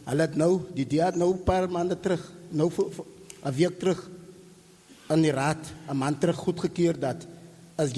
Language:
Afrikaans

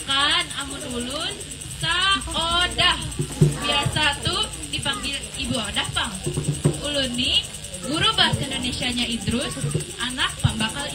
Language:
Banjar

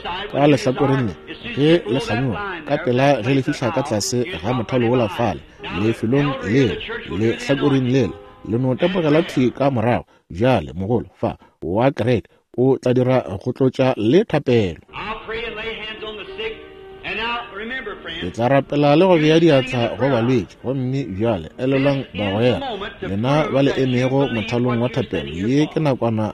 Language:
Northern Sotho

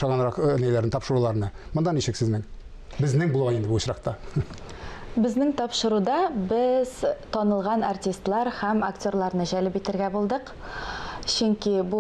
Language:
Tatar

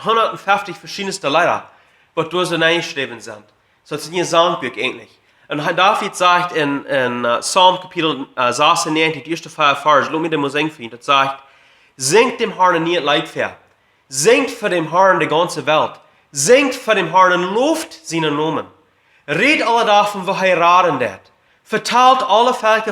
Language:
Plautdietsch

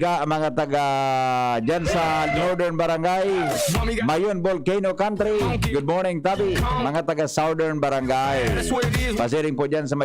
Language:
Bikol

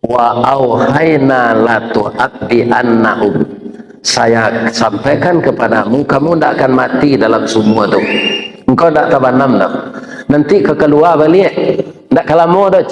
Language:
Minangkabau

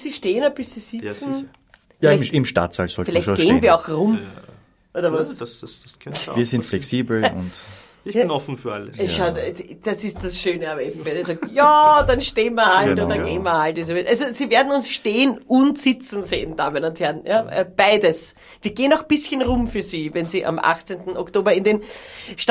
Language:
Bavarian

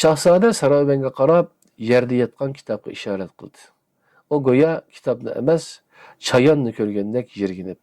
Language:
Uyghur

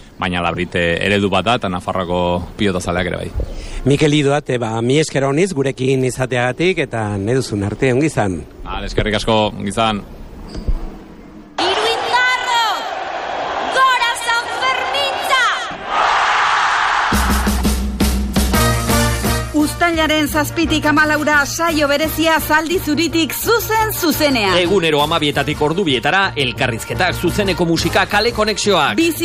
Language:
Basque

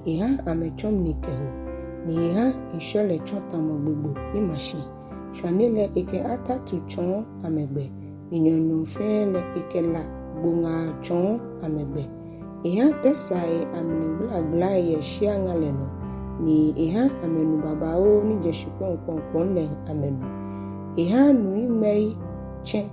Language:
Ga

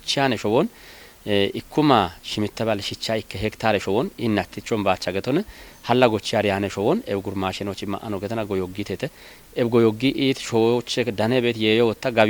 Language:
Kafa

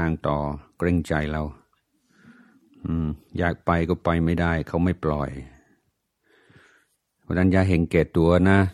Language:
Thai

